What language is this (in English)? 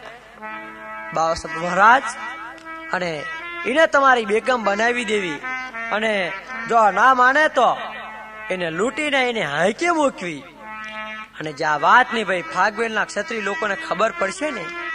Gujarati